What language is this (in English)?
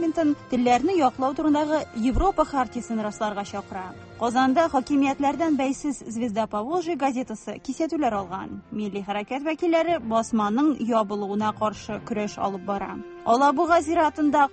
Tatar